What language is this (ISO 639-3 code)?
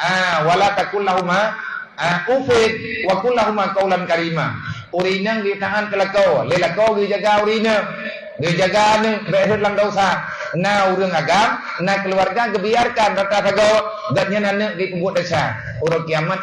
ace